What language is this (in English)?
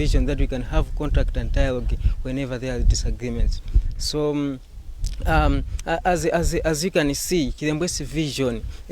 English